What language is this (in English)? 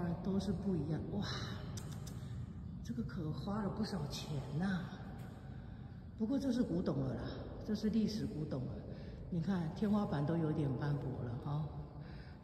Chinese